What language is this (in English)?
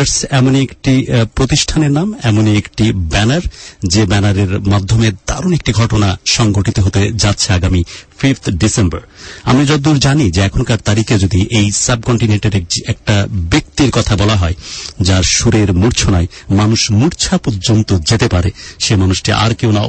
Bangla